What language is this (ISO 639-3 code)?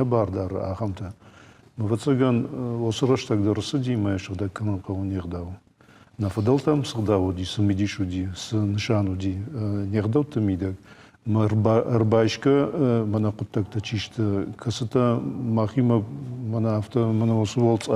oss